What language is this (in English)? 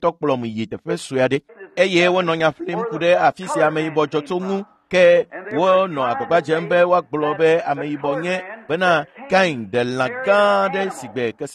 Ewe